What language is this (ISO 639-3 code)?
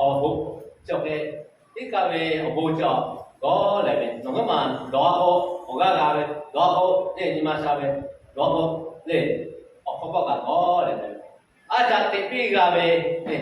lhu